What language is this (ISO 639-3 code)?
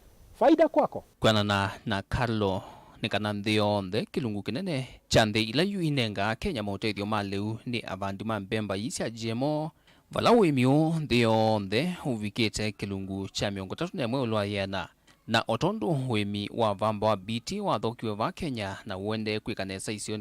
kam